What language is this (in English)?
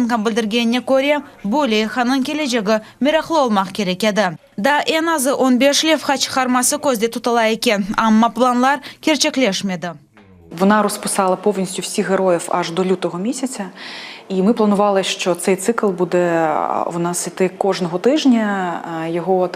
Crimean Tatar